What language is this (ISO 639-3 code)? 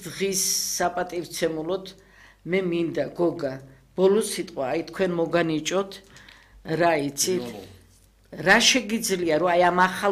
kat